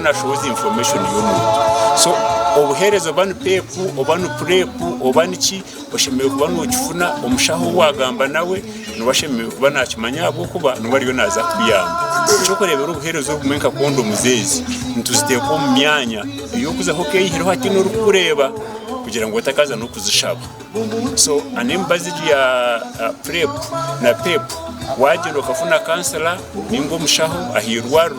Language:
Nyankole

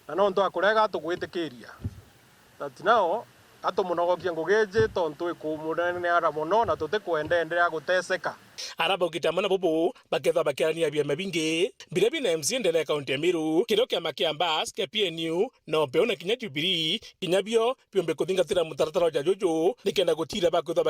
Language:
Meru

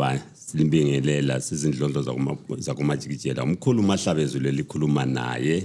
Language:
Zulu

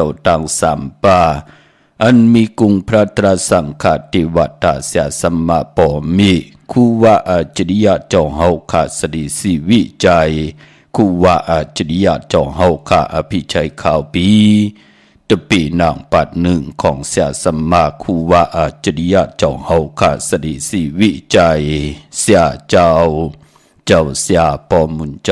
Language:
Shan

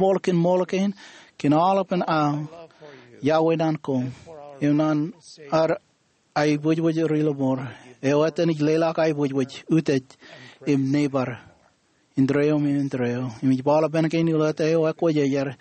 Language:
Marshallese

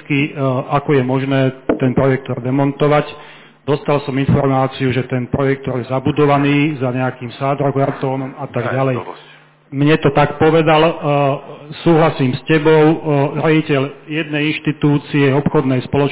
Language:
Slovak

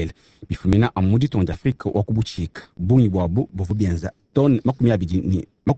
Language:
Luba-Lulua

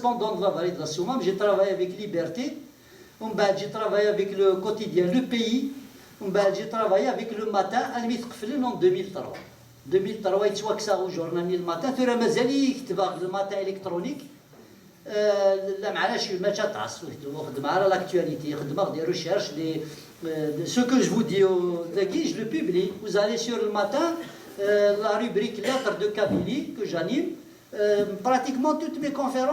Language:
Kabyle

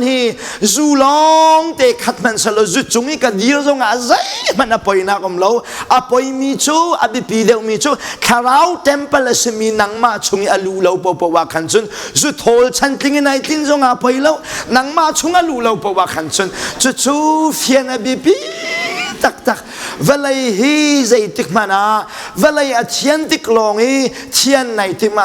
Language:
Hakha Chin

